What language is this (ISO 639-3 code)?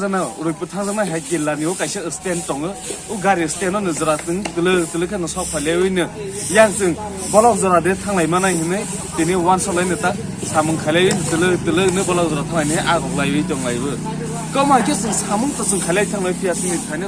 trp